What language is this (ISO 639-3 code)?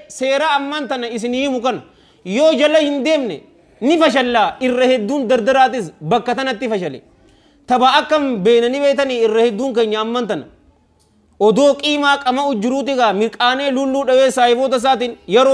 orm